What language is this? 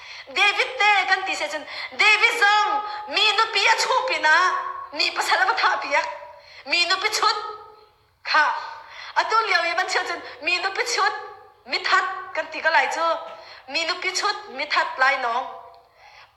Hakha Chin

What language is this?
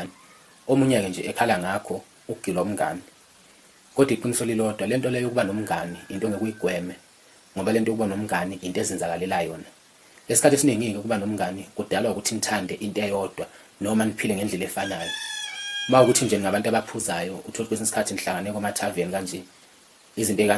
Zulu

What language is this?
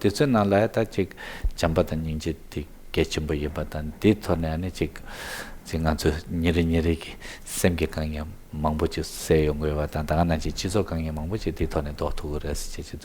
Tibetan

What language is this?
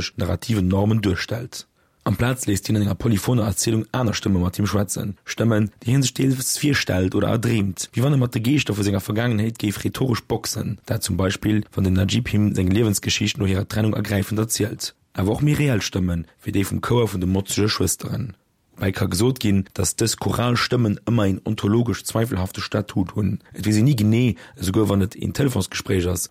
Luxembourgish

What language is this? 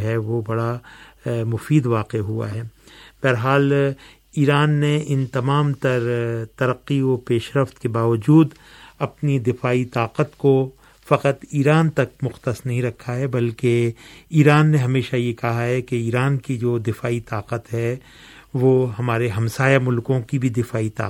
Urdu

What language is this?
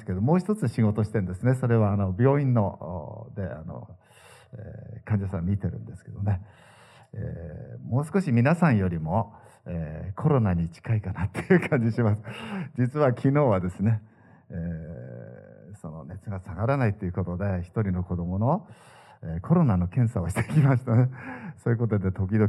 Japanese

